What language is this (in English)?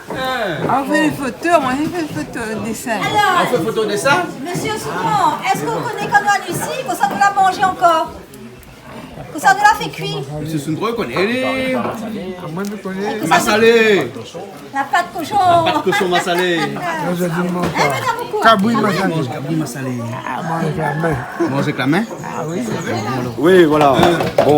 Réunion Creole French